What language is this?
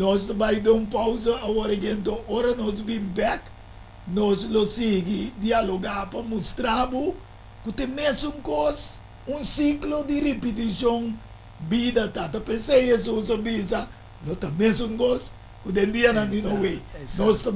Papiamento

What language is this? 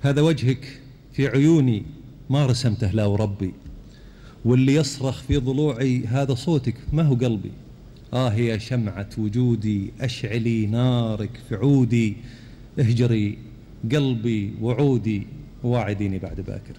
Gulf Arabic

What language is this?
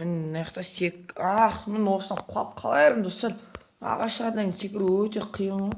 Kazakh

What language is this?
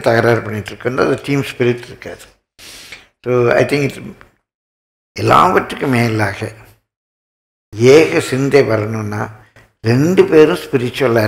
Tamil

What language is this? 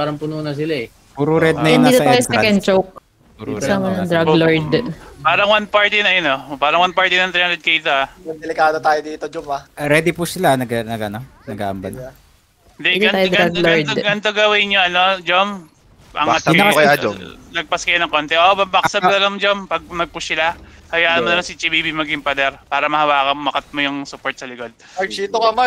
Filipino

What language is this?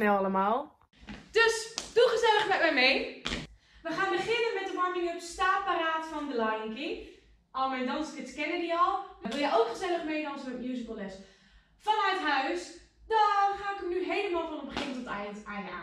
Dutch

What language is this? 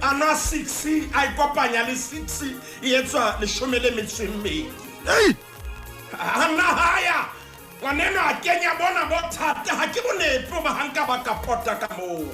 Southern Sotho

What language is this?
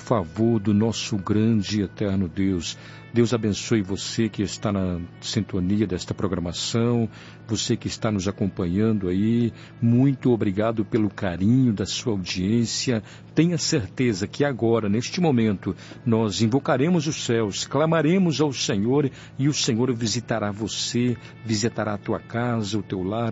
Portuguese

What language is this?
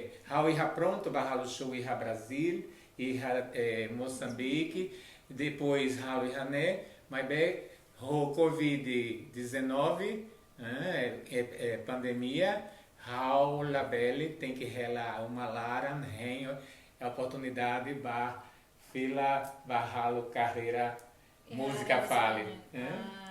Tetum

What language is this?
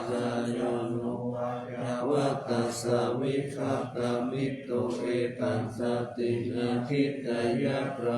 Pali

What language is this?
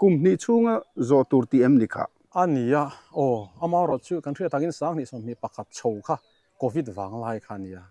Mizo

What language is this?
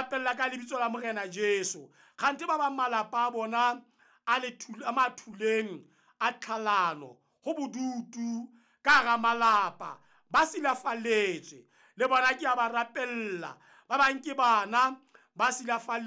Southern Sotho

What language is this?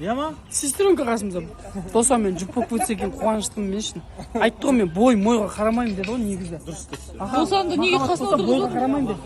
Kazakh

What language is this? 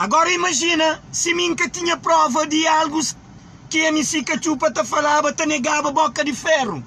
Kabuverdianu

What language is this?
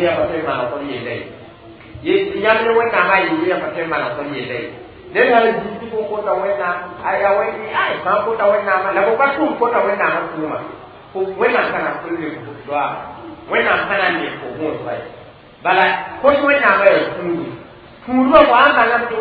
Mossi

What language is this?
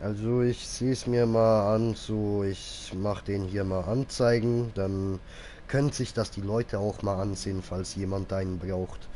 Swiss German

